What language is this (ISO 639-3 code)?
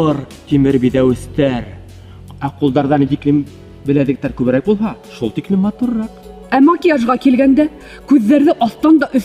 bak